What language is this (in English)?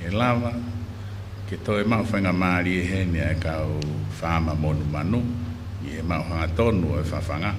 Tongan